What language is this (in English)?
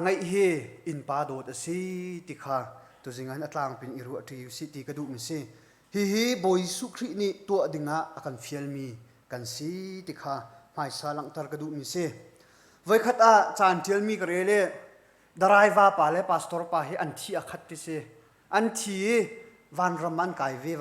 Hakha Chin